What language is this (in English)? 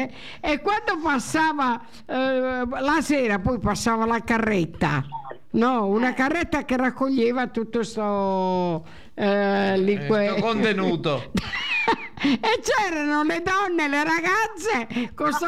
Italian